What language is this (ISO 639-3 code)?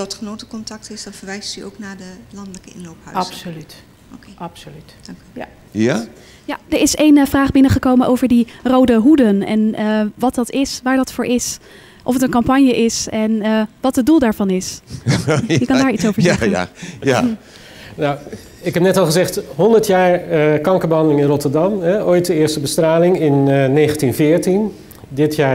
nld